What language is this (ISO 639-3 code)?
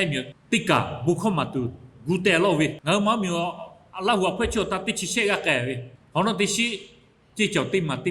lhu